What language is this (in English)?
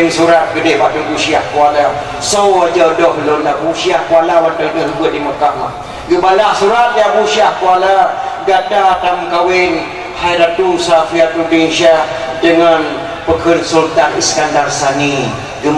Achinese